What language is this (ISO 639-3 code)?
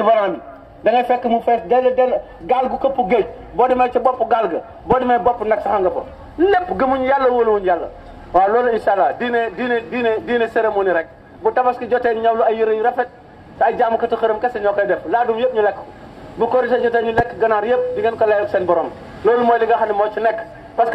wol